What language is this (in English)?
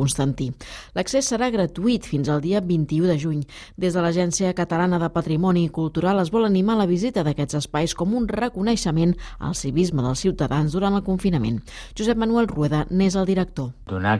Catalan